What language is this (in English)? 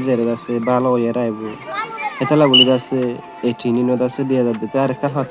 Rohingya